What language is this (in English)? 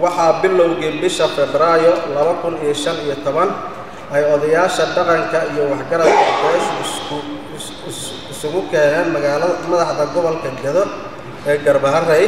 Somali